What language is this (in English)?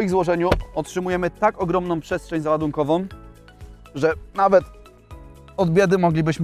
Polish